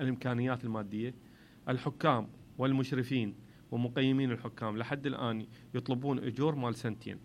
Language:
Mesopotamian Arabic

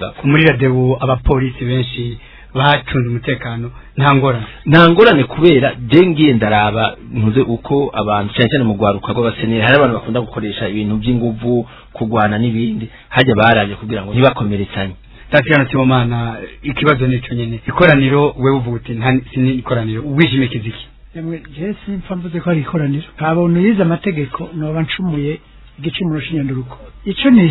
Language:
Rundi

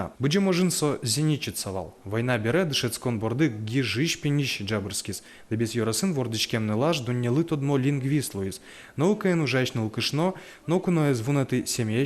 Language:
Udmurt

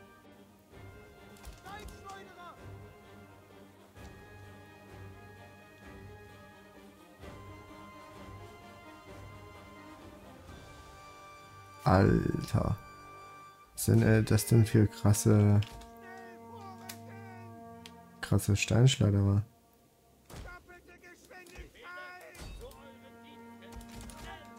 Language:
German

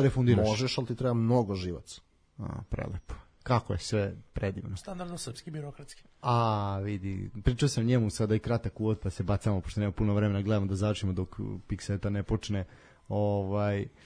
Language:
Serbian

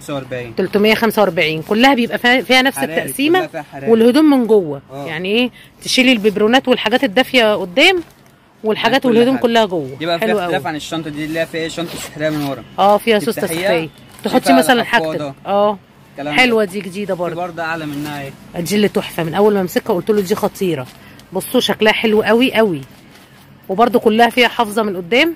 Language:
Egyptian Arabic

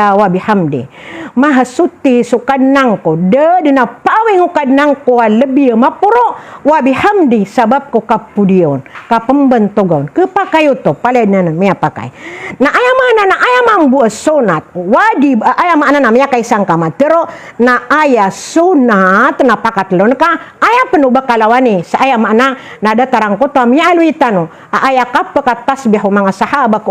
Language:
Maranao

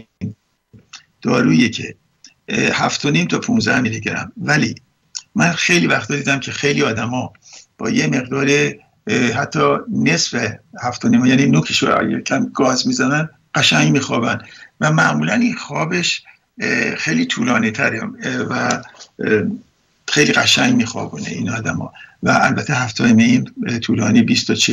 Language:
Persian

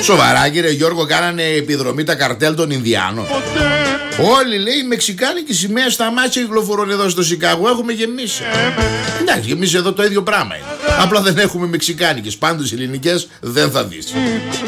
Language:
Greek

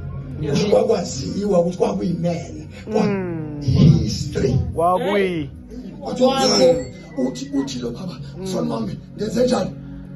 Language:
Zulu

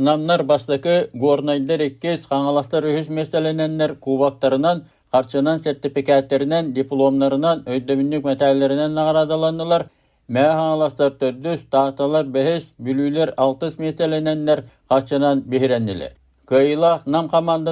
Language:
Yakut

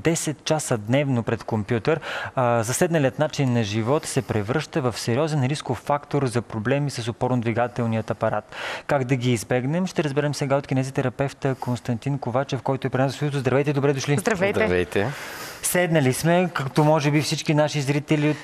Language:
Bulgarian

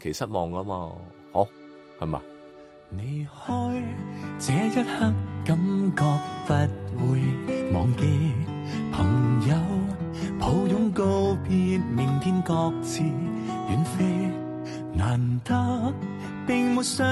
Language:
Cantonese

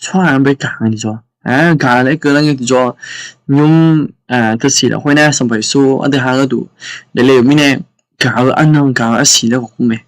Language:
Akha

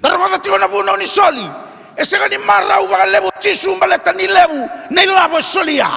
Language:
Fijian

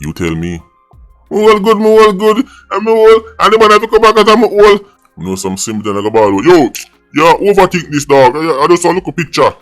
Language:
Jamaican Creole English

